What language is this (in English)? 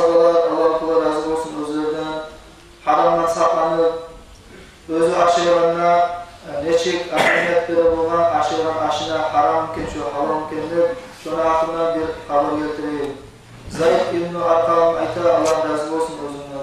Kumyk